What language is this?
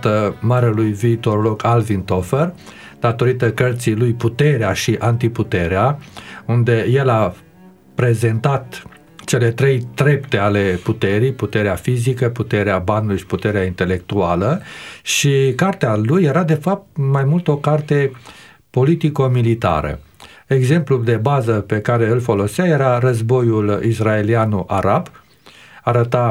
Romanian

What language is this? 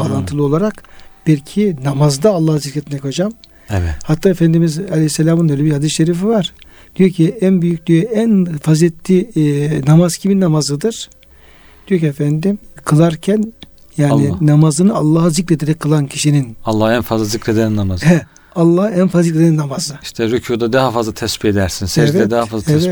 Turkish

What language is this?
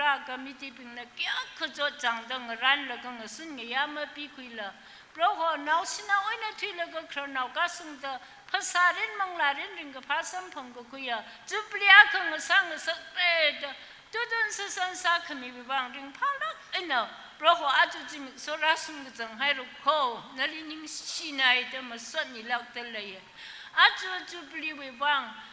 Tangkhul Naga (India)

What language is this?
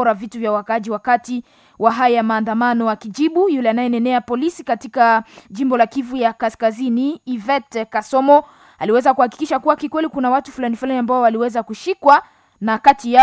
Swahili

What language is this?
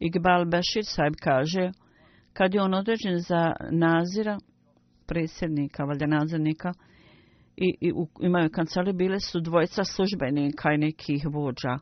Bosnian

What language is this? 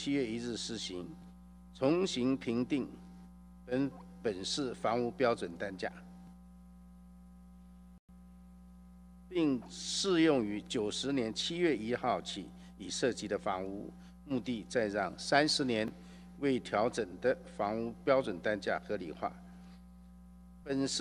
Chinese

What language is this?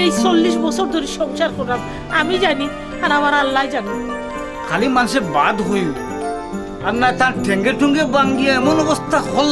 Sylheti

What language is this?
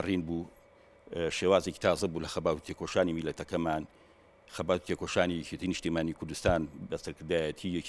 Central Kurdish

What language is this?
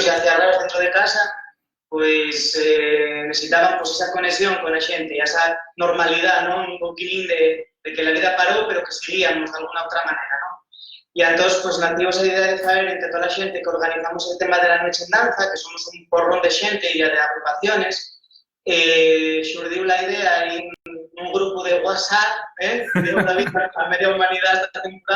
Asturian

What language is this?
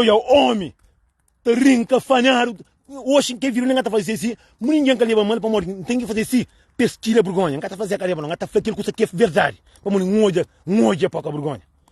Kabuverdianu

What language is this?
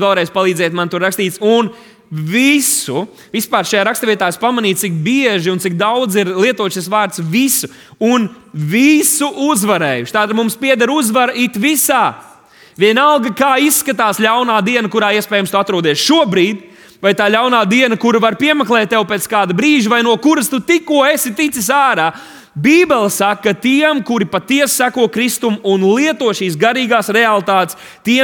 Latvian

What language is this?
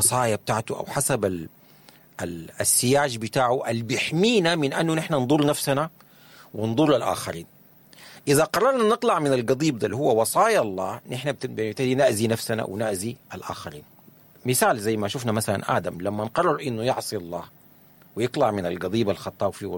Sudanese Arabic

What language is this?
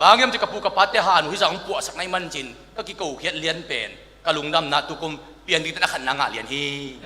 Tedim Chin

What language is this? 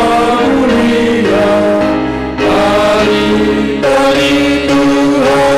Batak Simalungun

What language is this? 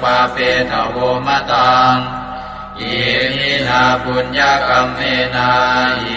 Pali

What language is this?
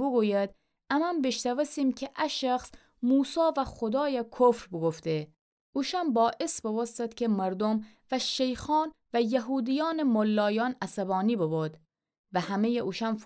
Gilaki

